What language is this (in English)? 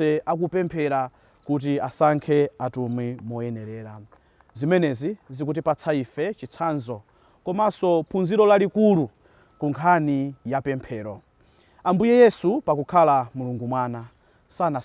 Nyanja